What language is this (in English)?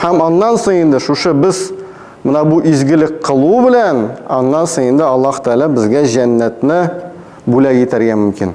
Tatar